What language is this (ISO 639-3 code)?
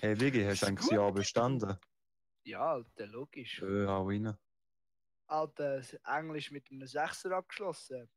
gsw